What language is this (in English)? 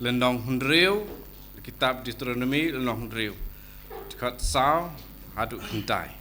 Khasi